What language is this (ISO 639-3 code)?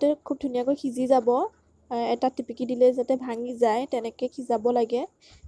asm